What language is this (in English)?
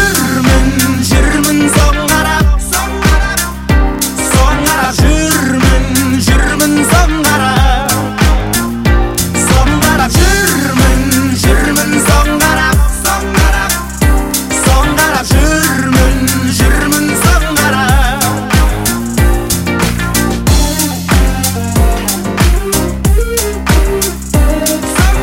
Kazakh